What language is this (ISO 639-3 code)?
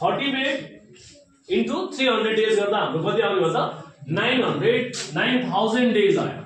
nep